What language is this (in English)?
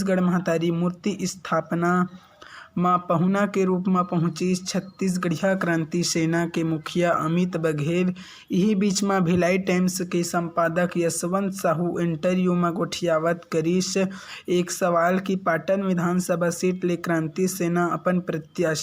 Chhattisgarhi